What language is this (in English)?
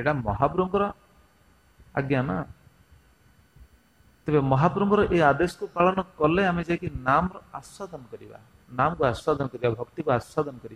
Odia